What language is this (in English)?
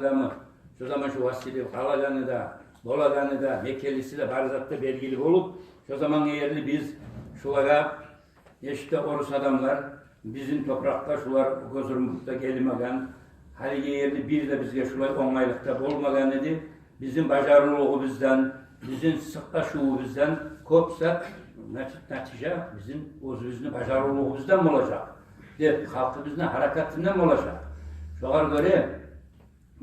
Kumyk